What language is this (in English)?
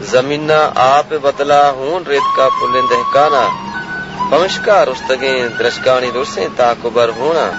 Baluchi